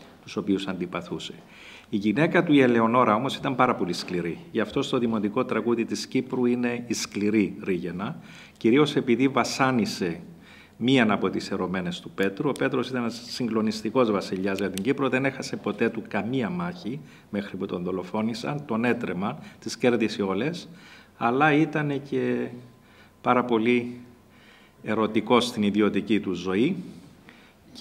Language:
Greek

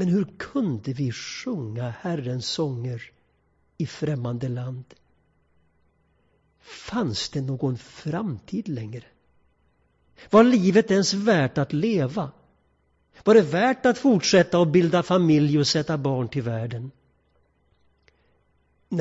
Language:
Swedish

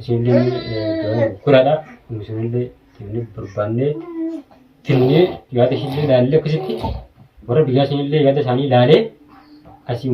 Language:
Oromo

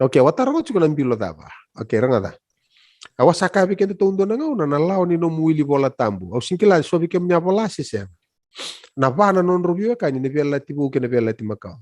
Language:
Fijian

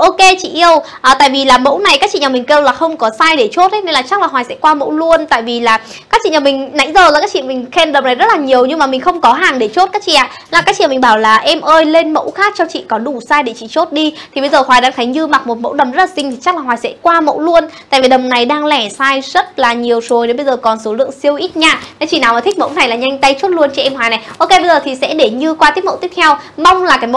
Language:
Vietnamese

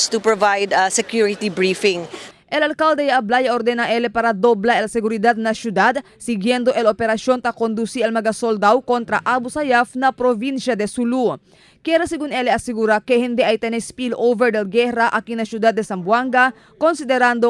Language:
Chavacano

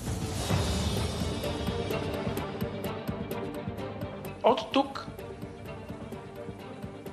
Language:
Bulgarian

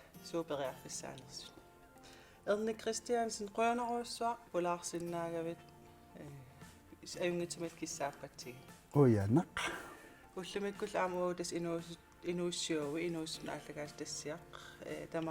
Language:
Kalaallisut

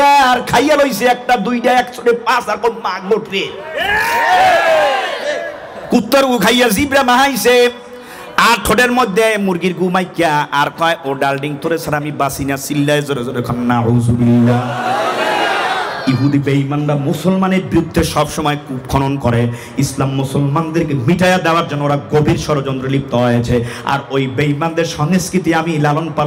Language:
Bangla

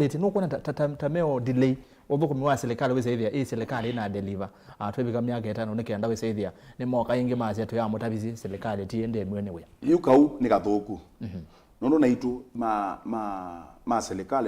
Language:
Kamba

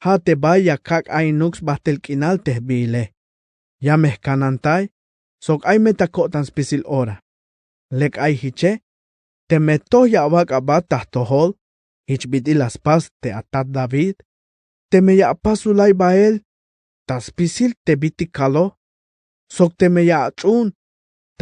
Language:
Tzeltal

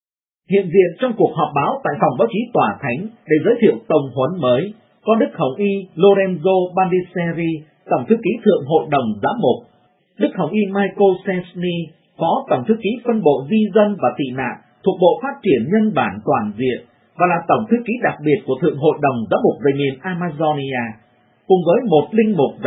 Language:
Vietnamese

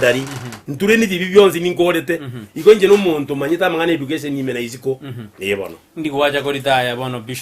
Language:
Gusii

